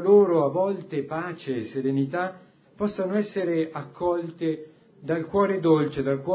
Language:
Italian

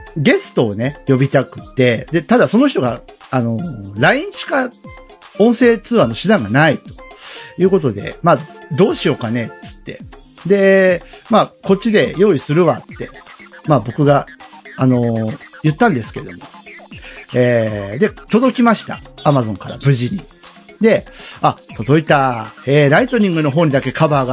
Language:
Japanese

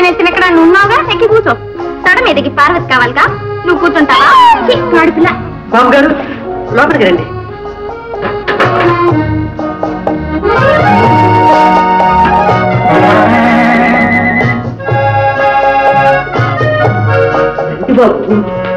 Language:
Telugu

